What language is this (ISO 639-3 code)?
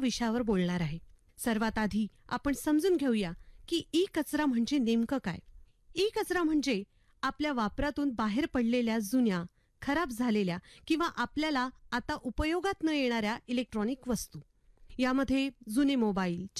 mar